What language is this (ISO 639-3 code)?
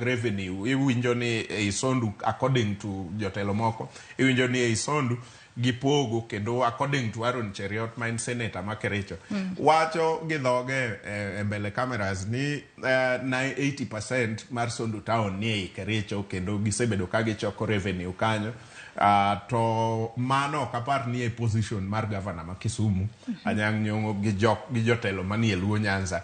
luo